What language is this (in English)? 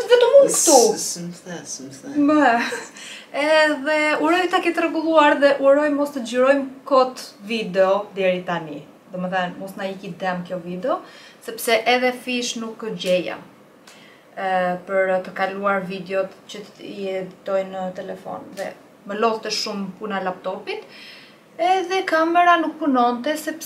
Albanian